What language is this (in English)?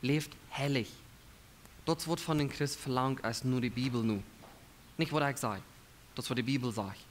Plautdietsch